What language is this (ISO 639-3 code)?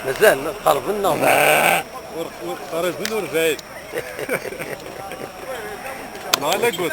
kab